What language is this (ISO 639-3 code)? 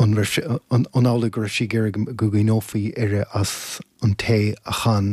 gle